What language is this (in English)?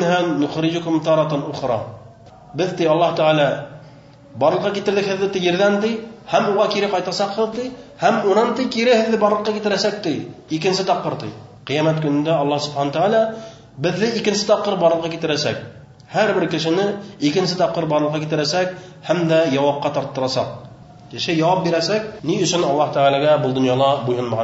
Bashkir